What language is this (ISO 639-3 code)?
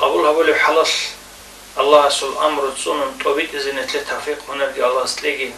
ava